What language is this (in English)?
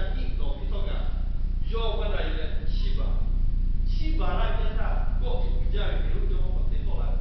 Lahu